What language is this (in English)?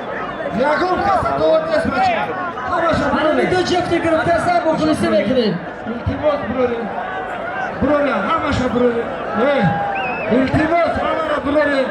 Tajik